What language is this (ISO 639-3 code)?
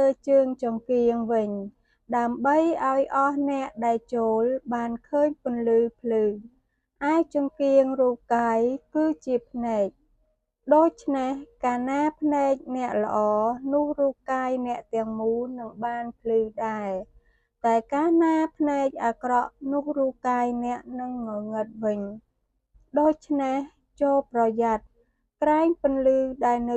khm